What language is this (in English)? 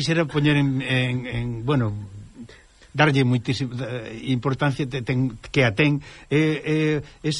Galician